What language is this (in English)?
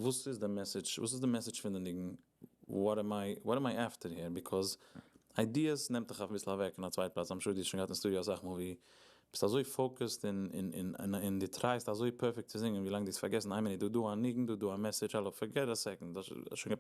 Yiddish